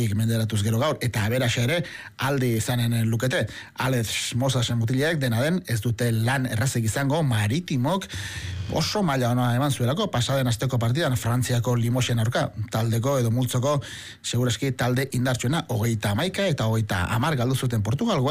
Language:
Basque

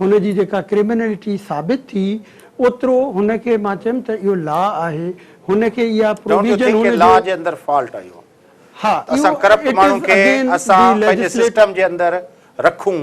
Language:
Sindhi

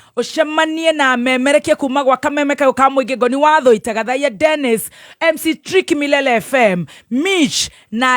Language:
Kikuyu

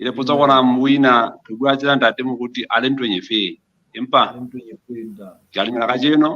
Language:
Southern Sotho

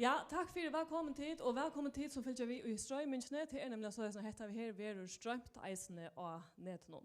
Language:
Faroese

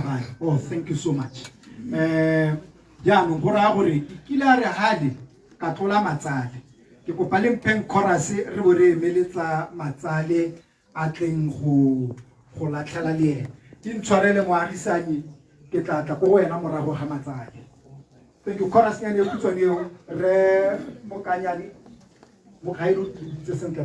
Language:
Tswana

